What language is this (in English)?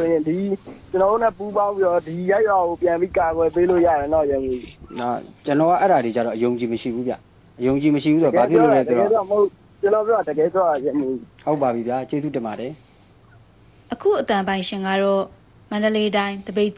Burmese